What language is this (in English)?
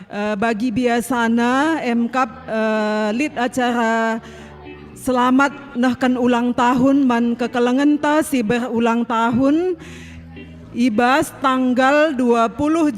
Batak Karo